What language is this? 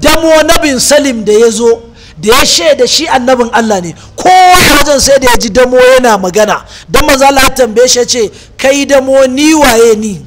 Hausa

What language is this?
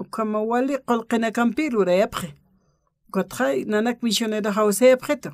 Aymara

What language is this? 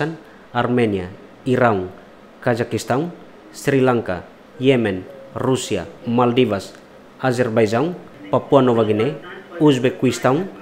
Tetum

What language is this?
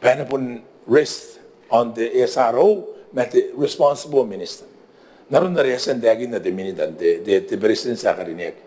Gilbertese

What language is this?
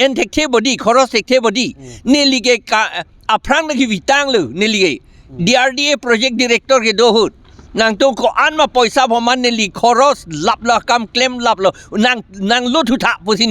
Karbi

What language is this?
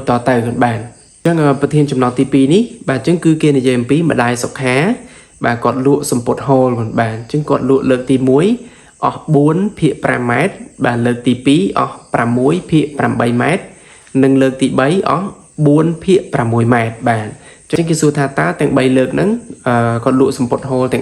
Khmer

